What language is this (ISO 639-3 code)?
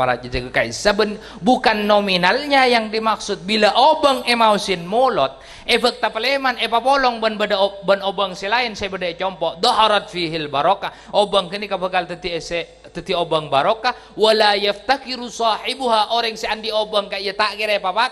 mad